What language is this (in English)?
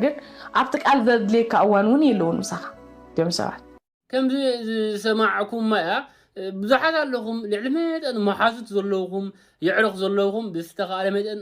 Tigrinya